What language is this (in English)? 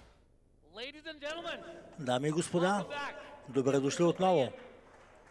Bulgarian